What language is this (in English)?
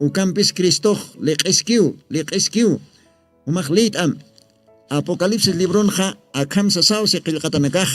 Aymara